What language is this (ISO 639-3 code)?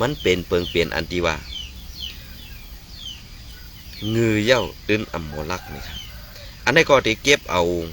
shn